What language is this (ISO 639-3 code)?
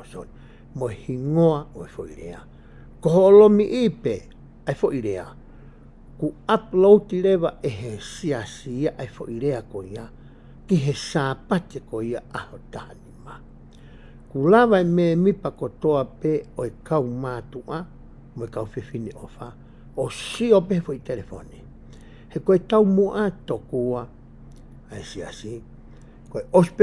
ton